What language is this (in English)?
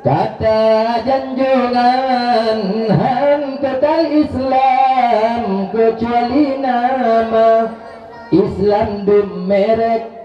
Achinese